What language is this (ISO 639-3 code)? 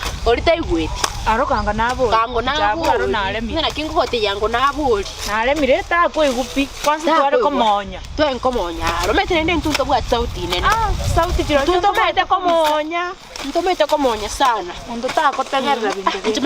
guz